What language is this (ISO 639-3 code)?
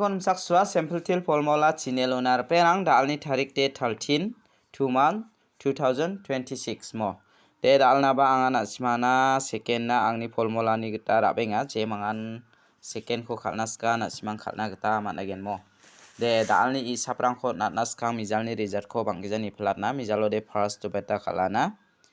grt